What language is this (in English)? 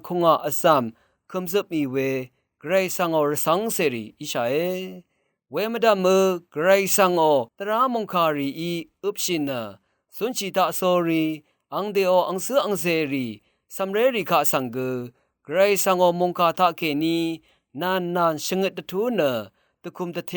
Rawang